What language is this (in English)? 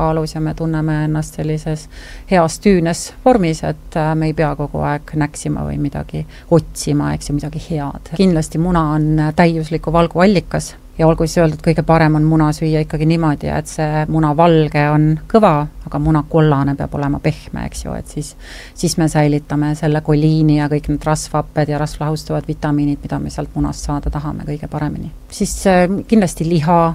Estonian